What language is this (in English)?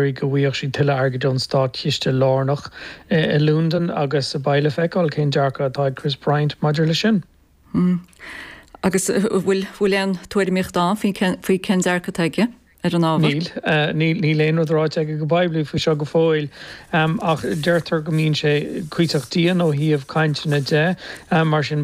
Irish